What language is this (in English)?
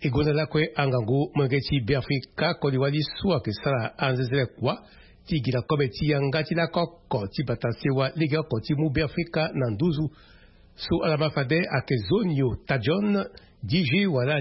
Sango